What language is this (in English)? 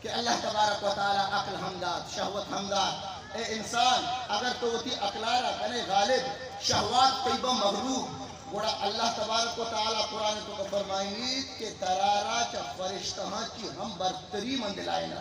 Eastern Balochi